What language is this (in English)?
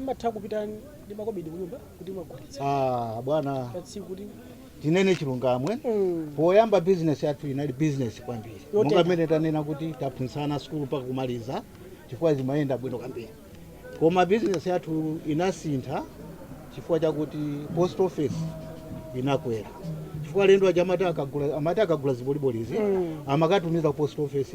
Nyanja